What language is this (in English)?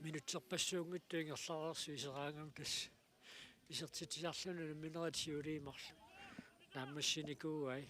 Kalaallisut